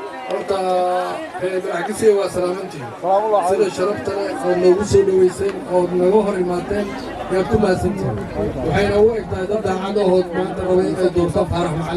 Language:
Somali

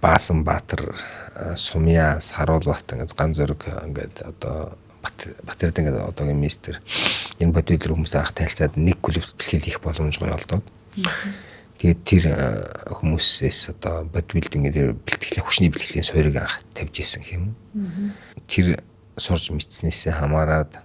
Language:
Mongolian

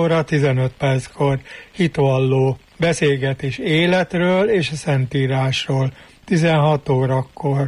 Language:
Hungarian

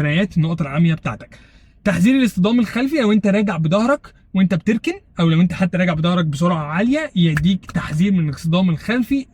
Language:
Egyptian Arabic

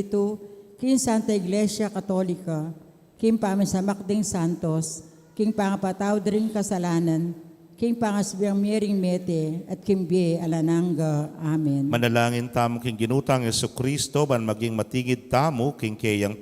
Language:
Pampanga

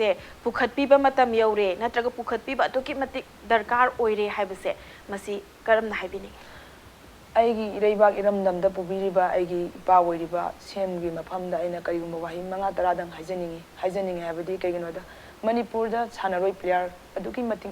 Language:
Manipuri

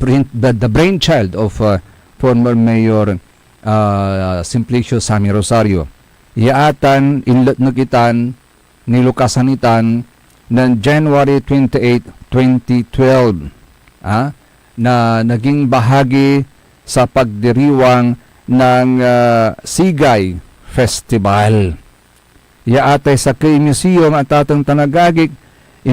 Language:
Pangasinan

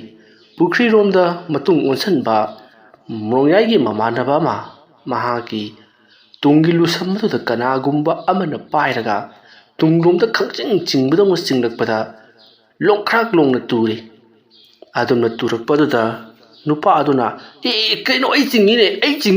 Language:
Manipuri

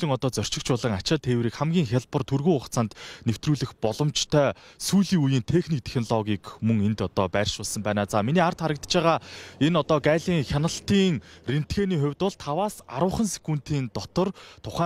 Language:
Mongolian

